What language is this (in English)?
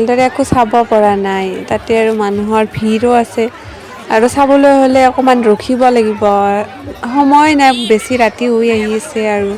Assamese